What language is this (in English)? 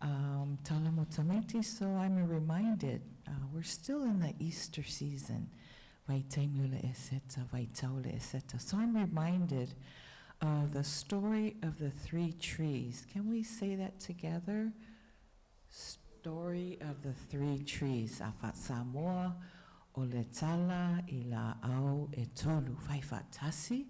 Samoan